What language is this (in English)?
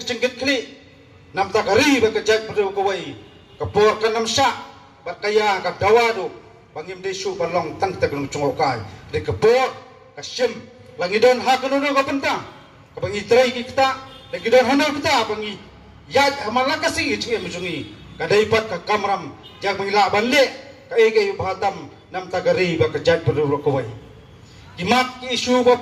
Khasi